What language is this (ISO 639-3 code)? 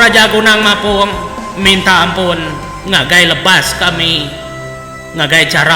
iba